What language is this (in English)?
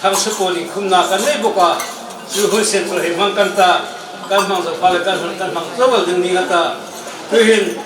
Hmar